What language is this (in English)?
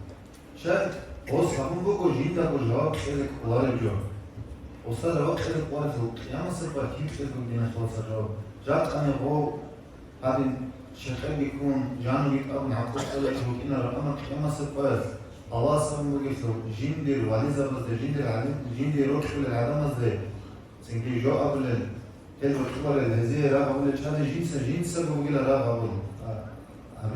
Avaric